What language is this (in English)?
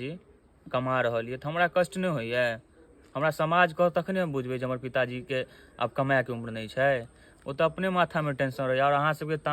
Maithili